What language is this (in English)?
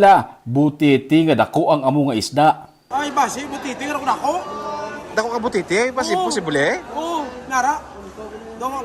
Hiligaynon